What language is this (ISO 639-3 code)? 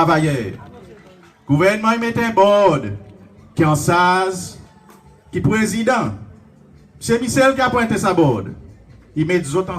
crs